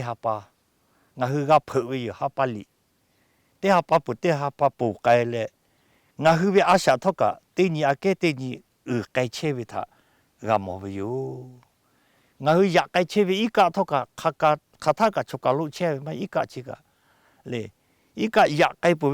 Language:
Lahu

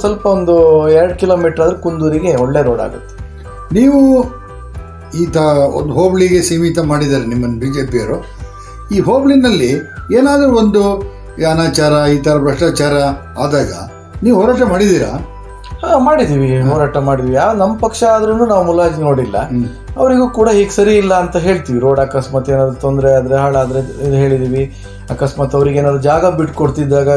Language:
Kannada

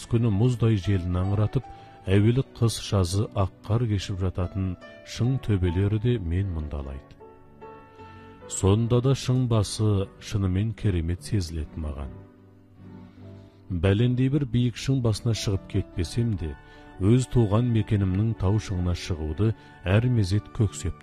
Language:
Kazakh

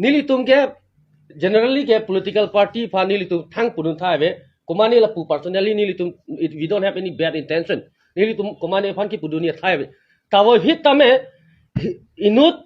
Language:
Karbi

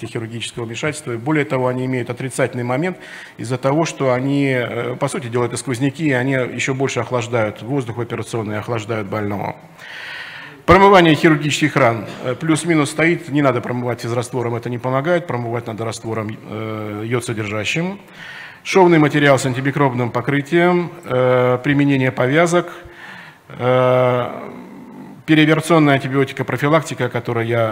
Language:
Russian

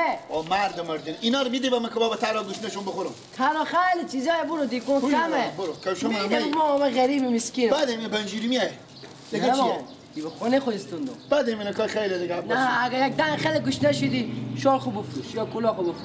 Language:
Persian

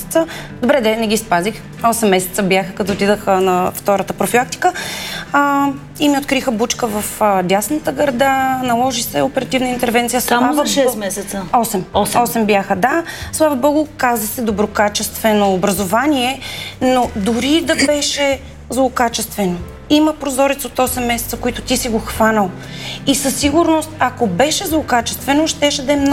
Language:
Bulgarian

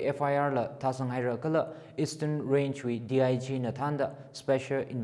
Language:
Tangkhul Naga (India)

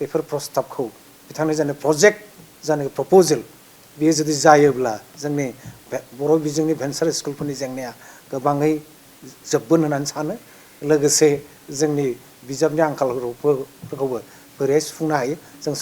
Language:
Bodo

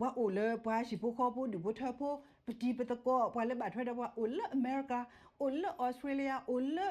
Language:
S'gaw Karen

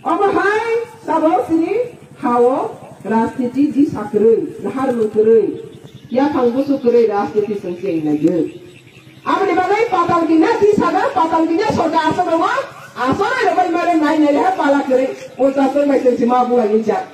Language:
Kok Borok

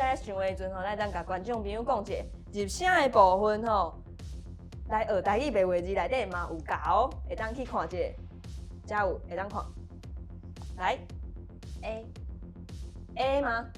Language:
Min Nan Chinese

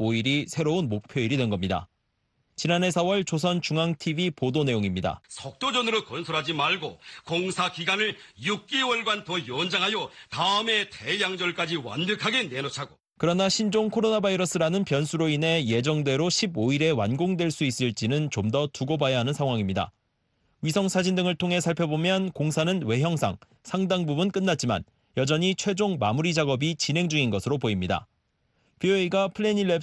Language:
Korean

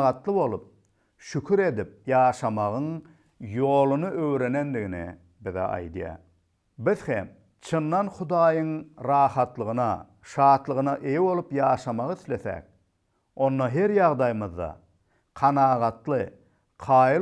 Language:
Turkmen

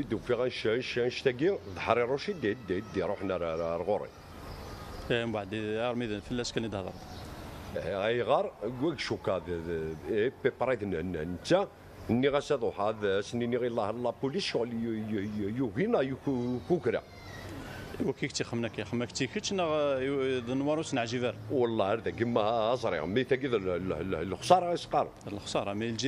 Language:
Kabyle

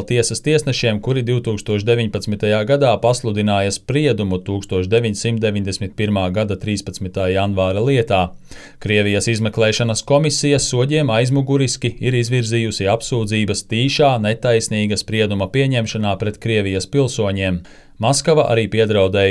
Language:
Latvian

